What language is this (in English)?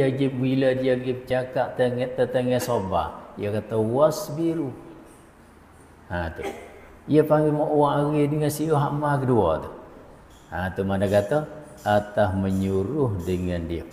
Malay